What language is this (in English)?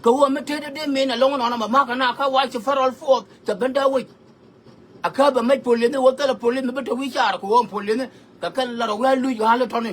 Nuer